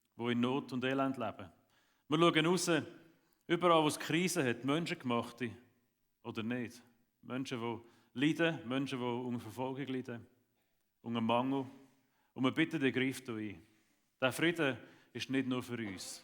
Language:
Swiss German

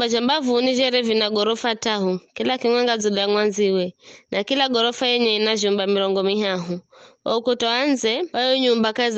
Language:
Giryama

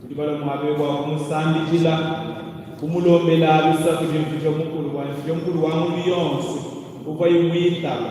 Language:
Luba-Lulua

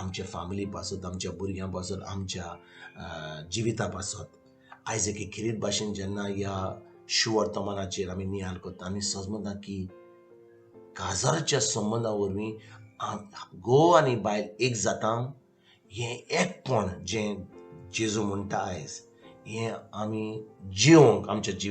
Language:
Konkani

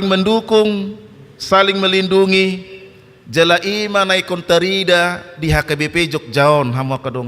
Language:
Batak Toba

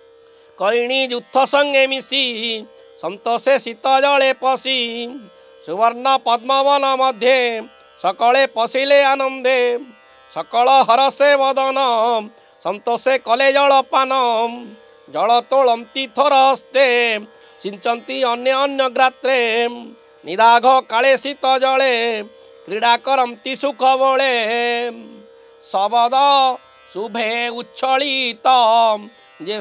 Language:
Odia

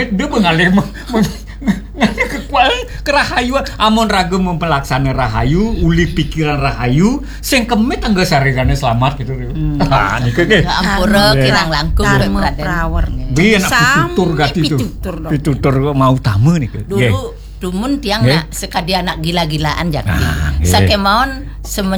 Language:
Balinese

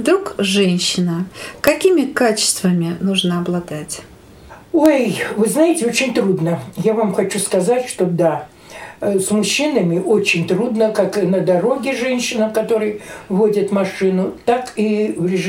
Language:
Russian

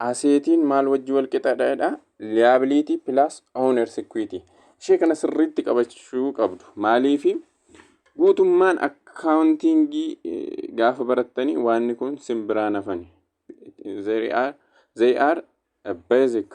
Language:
Oromo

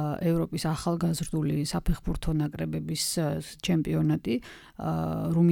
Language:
Georgian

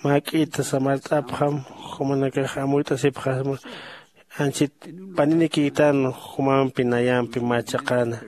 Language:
Aymara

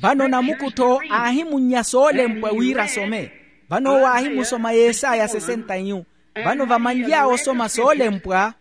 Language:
Makhuwa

